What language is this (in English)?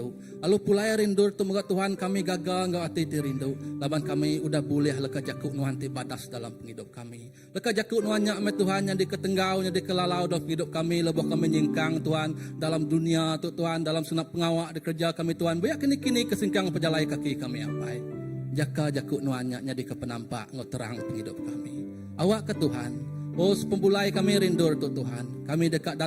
Iban